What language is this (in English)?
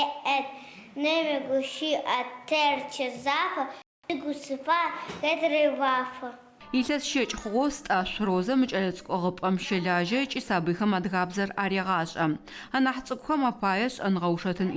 Adyghe